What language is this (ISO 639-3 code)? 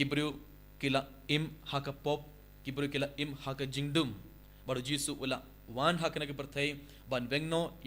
kha